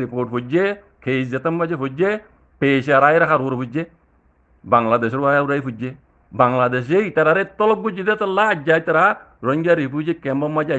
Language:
Rohingya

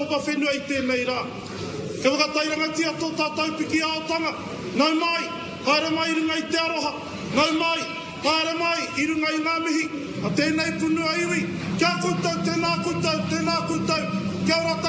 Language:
Māori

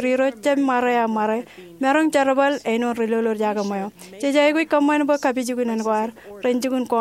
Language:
Marshallese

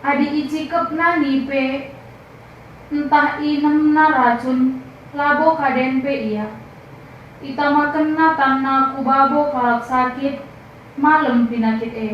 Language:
Batak Karo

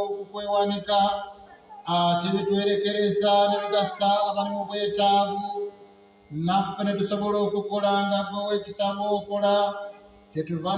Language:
Ganda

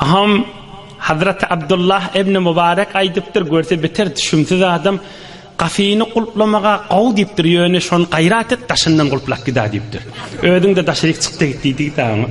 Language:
Turkmen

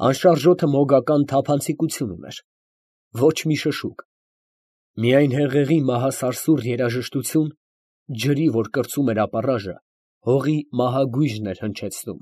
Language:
Armenian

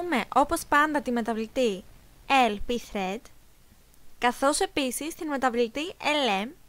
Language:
Greek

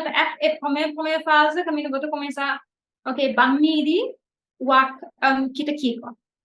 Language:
Papiamento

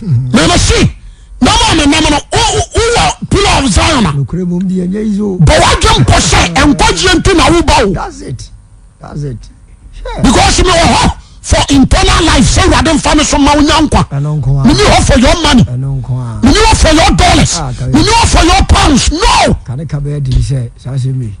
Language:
Akan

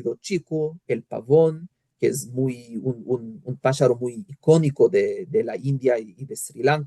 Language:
Ladino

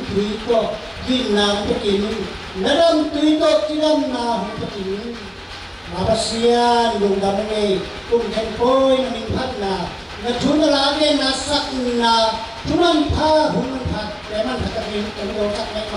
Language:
Tedim Chin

